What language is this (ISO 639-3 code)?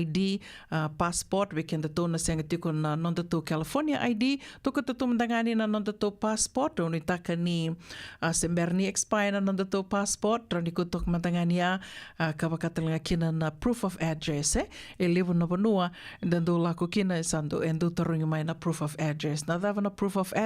fij